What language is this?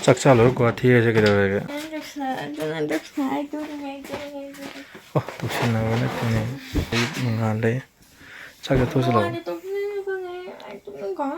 Manipuri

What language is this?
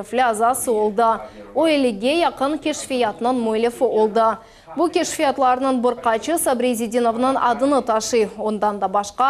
Crimean Tatar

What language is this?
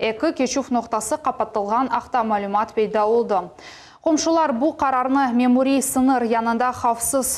Crimean Tatar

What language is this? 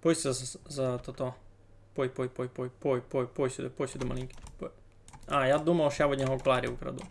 Rusyn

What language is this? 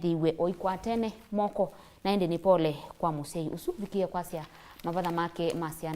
Kamba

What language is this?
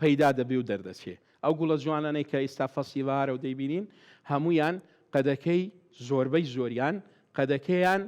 Central Kurdish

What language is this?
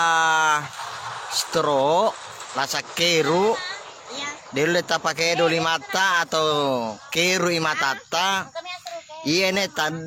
Buginese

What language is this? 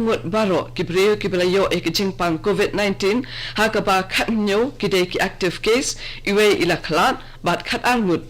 Khasi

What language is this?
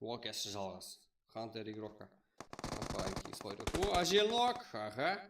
Kara-Kalpak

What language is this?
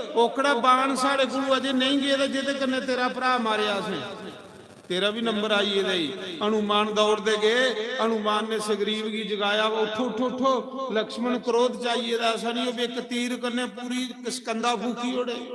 Dogri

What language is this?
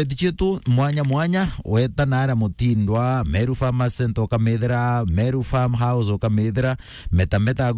Meru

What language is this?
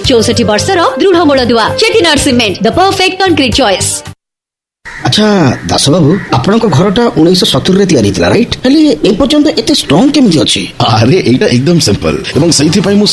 Odia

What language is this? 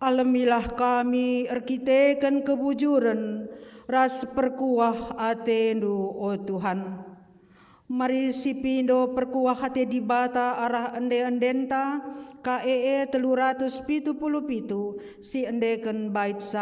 Batak Karo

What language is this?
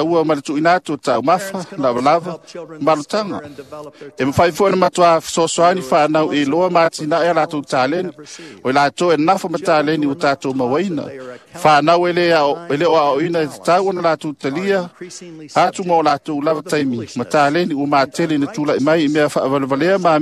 Samoan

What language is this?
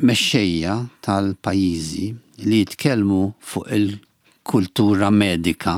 Maltese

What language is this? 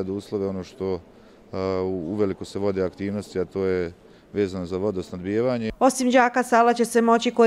Bosnian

